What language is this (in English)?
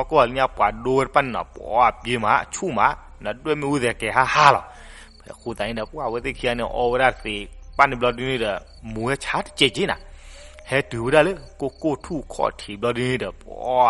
S'gaw Karen